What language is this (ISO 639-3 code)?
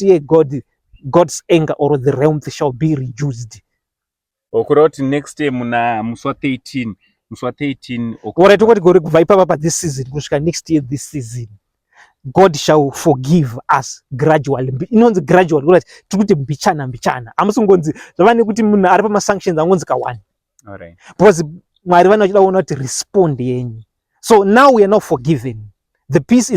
sna